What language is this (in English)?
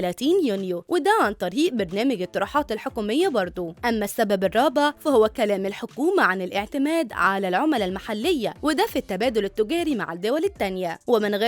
Egyptian Arabic